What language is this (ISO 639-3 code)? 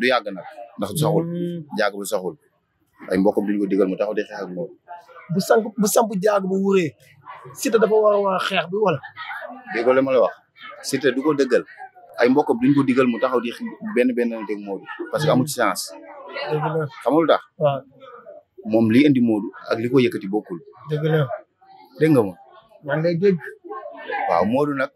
wol